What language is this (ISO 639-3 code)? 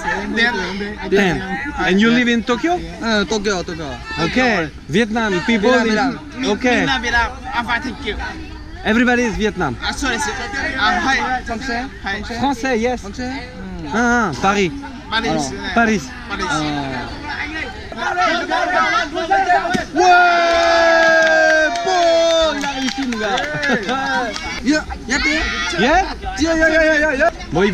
fra